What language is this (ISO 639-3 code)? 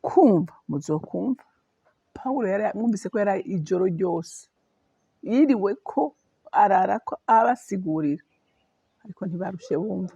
run